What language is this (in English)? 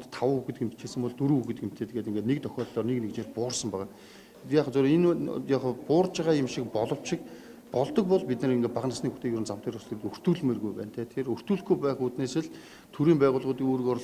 Mongolian